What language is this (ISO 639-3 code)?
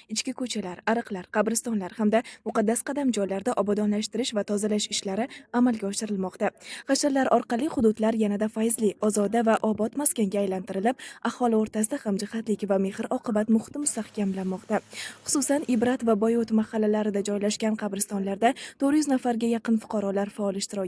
uzb